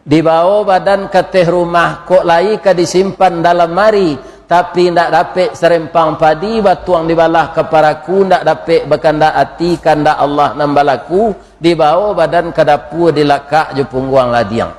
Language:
Minangkabau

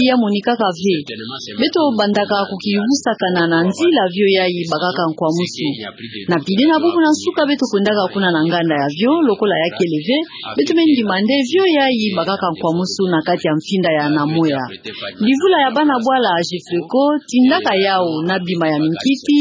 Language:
Kituba (Democratic Republic of Congo)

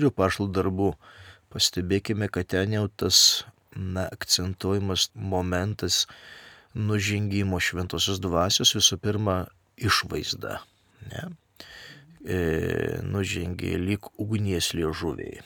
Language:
Lithuanian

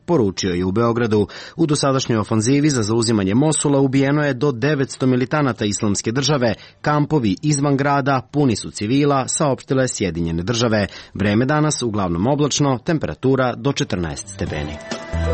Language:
Serbian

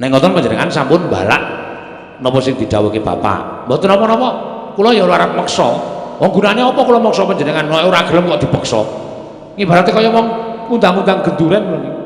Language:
Javanese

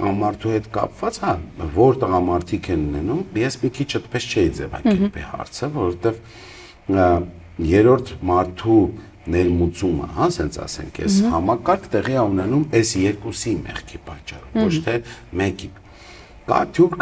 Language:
Armenian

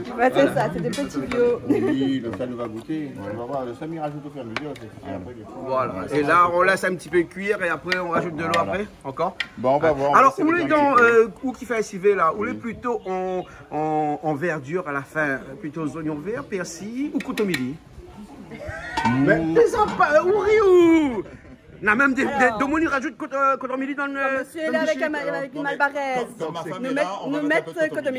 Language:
Réunion Creole French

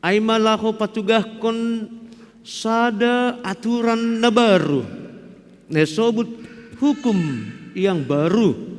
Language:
Batak Simalungun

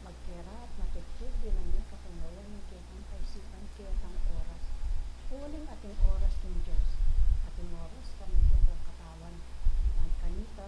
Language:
Pampanga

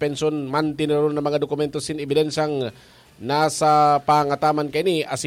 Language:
Bikol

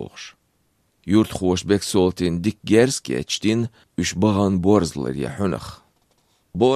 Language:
Chechen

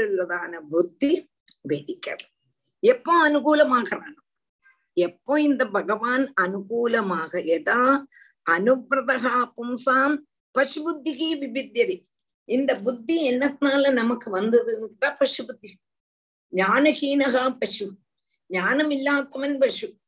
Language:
Tamil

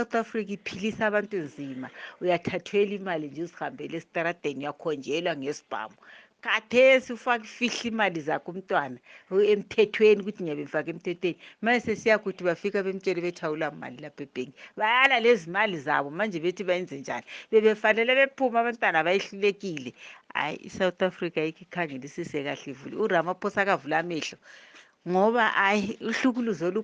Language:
North Ndebele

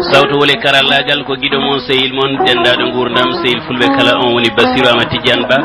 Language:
Fula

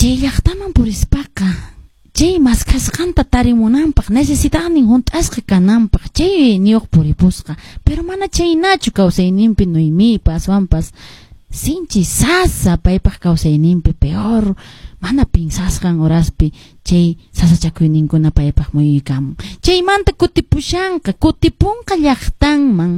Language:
Quechua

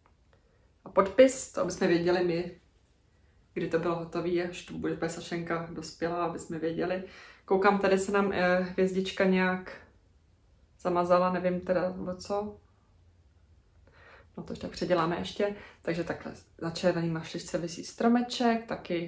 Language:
Czech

